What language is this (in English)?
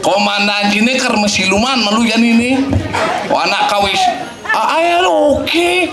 Balinese